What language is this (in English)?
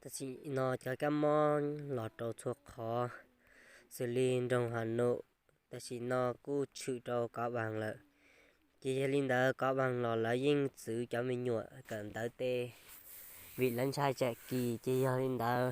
Hmong